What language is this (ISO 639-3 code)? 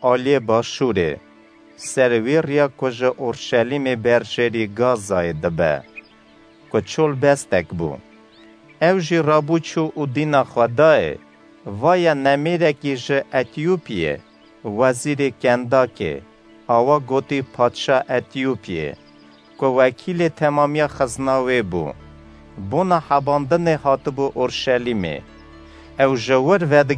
kur